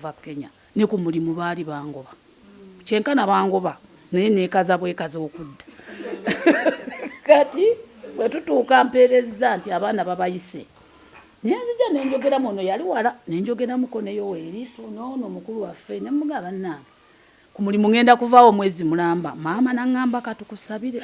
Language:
Ganda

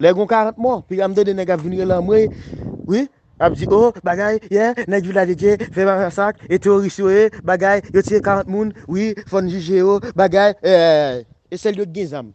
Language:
Haitian Creole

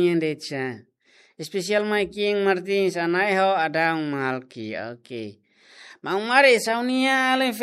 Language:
Tetum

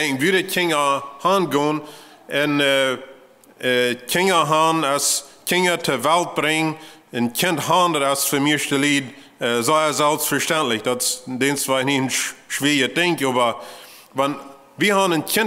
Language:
Plautdietsch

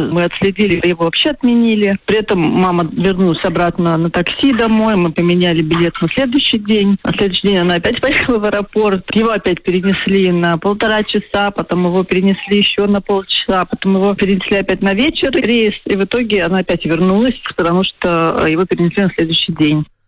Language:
Russian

